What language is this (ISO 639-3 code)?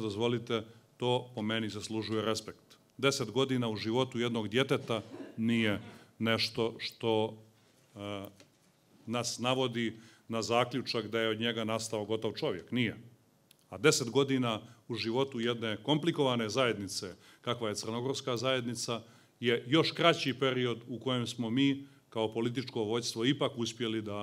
srp